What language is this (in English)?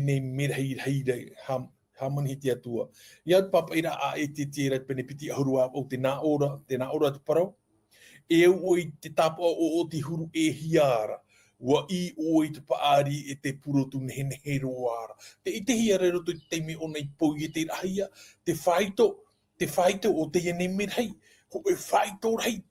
Tahitian